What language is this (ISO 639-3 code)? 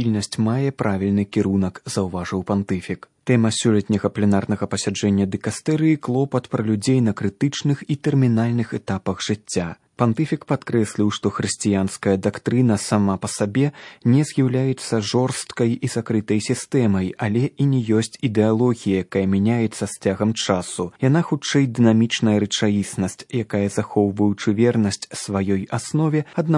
bel